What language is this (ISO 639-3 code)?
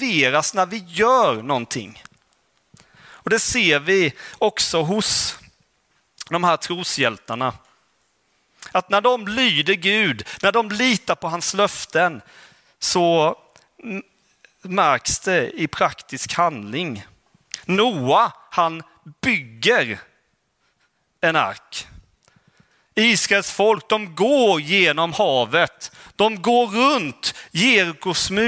swe